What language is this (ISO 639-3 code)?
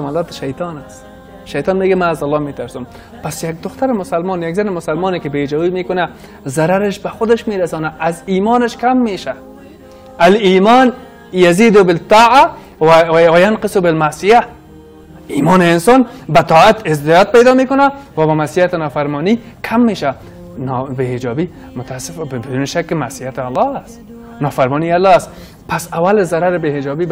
fas